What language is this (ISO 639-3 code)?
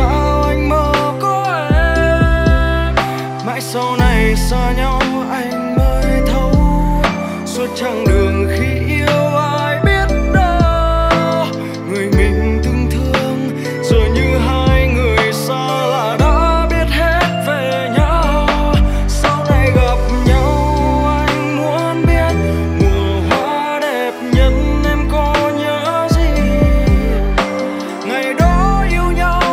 vie